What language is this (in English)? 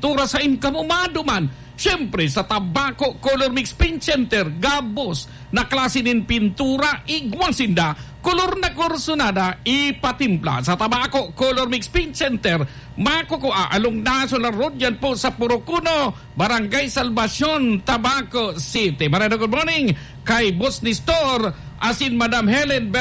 Bikol